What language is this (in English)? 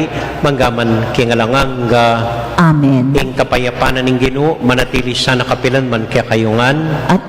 Pampanga